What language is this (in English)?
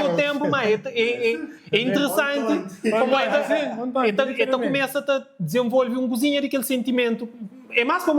Kabuverdianu